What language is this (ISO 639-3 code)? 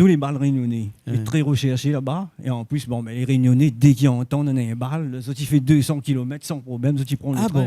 rcf